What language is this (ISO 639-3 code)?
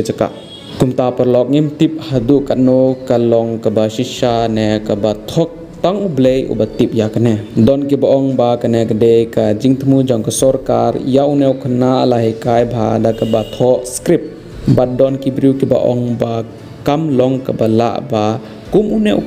kha